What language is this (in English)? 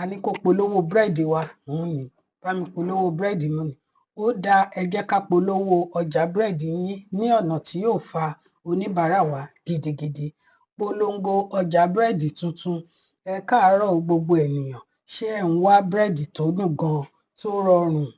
Yoruba